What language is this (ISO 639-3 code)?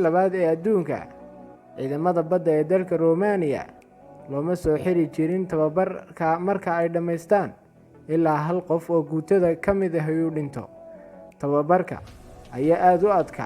som